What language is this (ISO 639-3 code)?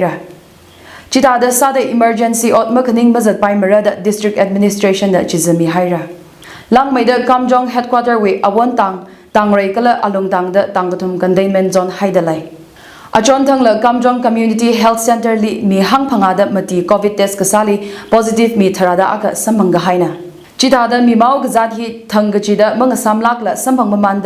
nmf